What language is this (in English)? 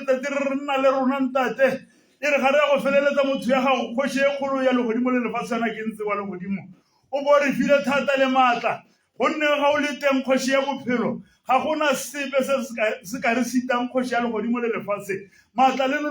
Tswana